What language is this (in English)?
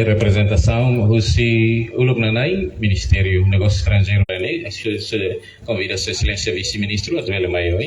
Tetum